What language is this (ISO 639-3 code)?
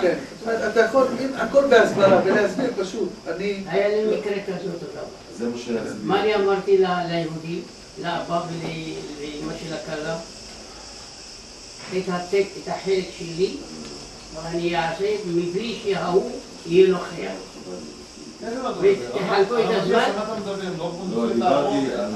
heb